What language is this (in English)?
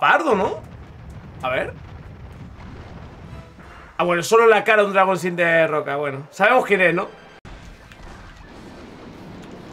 Spanish